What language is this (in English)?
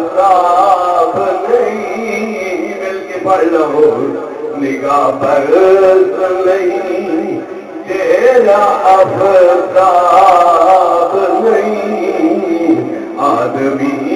Saraiki